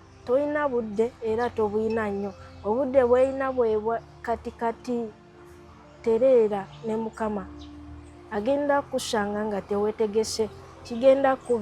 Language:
Ganda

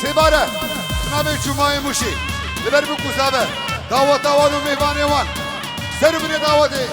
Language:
Kurdish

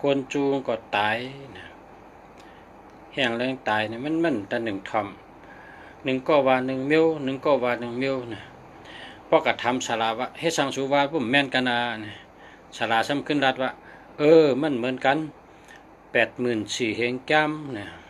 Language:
Shan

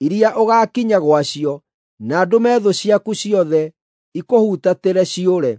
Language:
Kikuyu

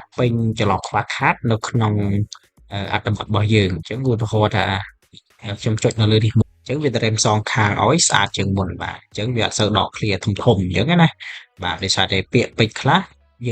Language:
Khmer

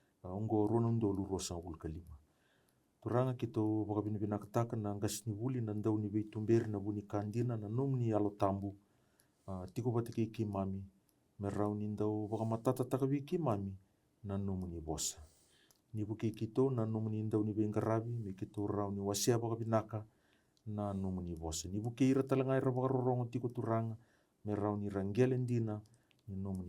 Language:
Fijian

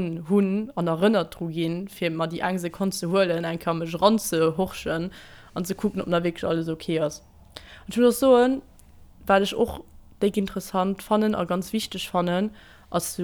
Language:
Luxembourgish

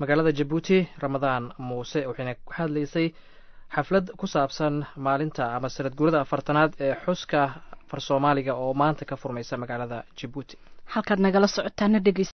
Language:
Somali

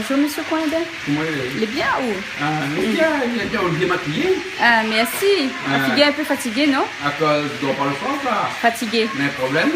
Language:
Réunion Creole French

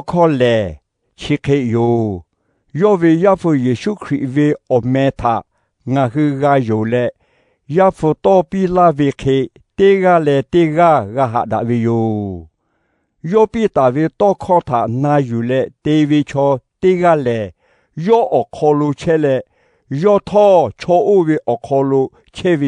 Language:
Lahu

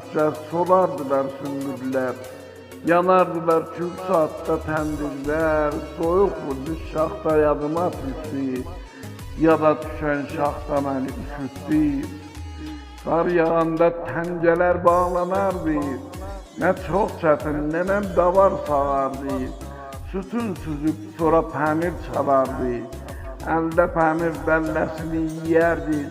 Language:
South Azerbaijani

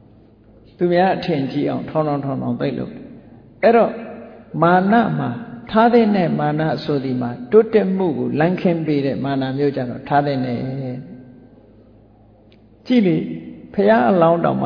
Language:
Burmese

